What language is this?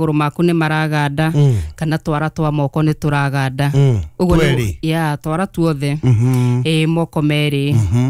Kikuyu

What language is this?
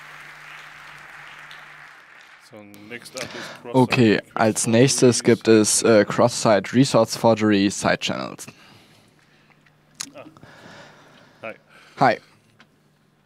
German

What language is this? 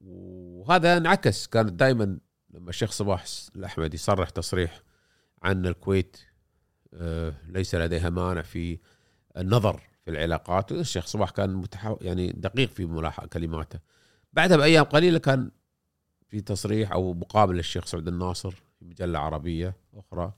Gulf Arabic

